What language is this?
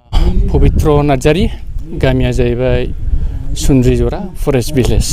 Bodo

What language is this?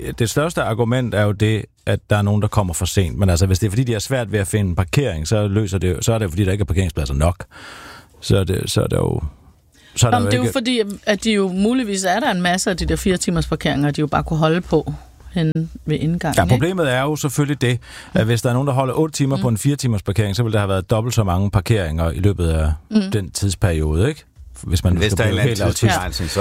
Danish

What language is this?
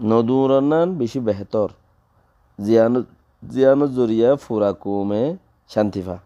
Rohingya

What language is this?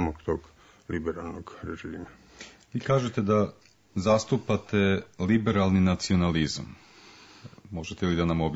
Serbian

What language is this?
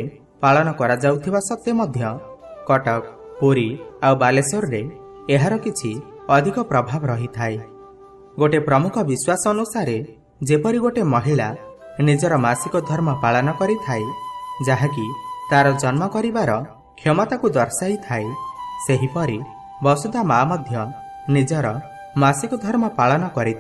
Odia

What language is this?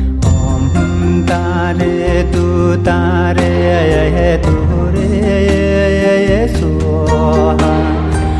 Chinese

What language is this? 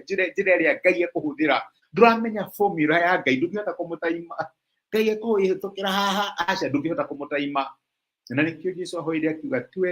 Kikuyu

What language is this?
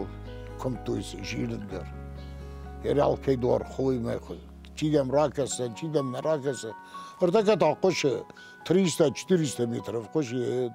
Ossetic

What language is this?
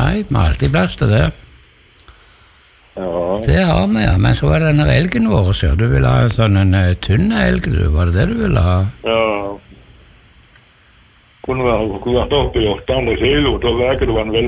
Norwegian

